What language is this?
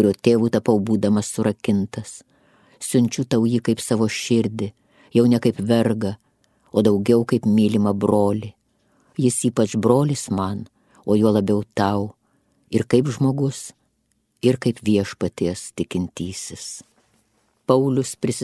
Lithuanian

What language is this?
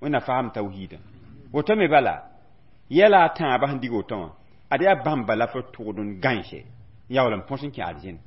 Mossi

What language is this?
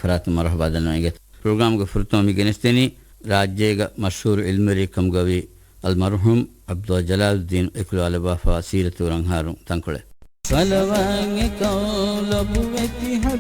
Divehi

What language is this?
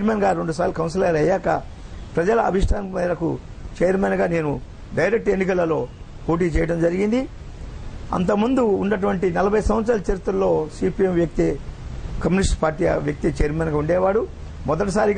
Telugu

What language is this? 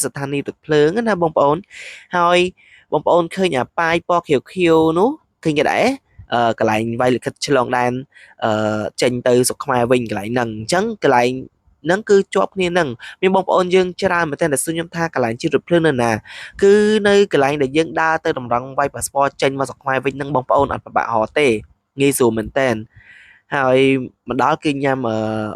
Khmer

